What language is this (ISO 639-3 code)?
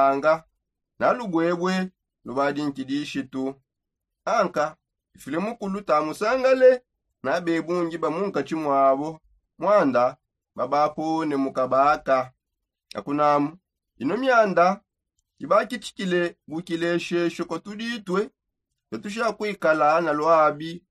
sop